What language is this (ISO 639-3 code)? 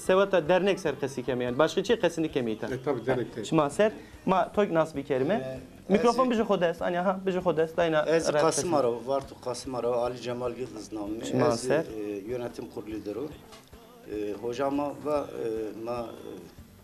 zza